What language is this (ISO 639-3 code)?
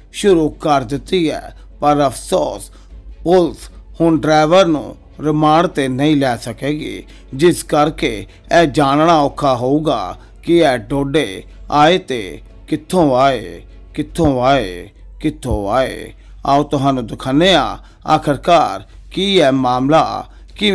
pan